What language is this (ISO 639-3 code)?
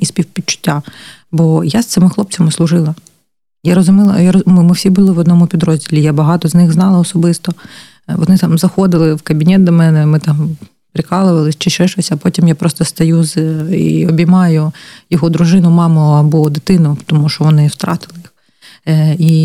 ukr